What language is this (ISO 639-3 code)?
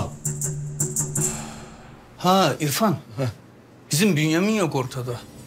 tur